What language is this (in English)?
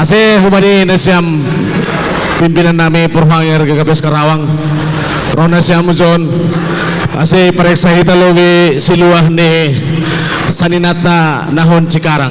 Batak Simalungun